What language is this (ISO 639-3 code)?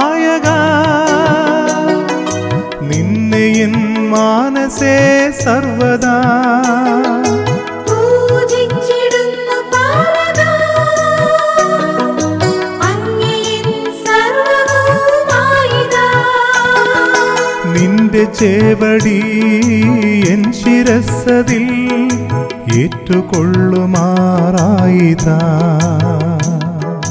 mal